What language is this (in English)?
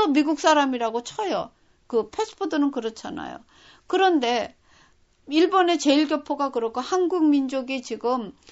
Korean